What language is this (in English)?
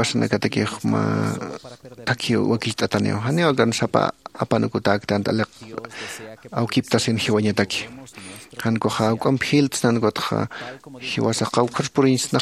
Aymara